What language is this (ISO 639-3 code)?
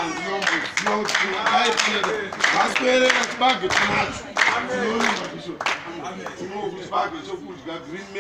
sna